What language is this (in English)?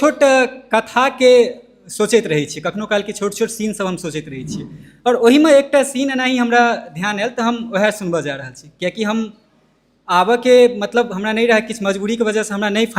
Maithili